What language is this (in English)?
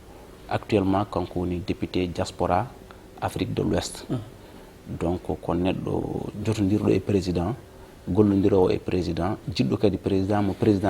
Fula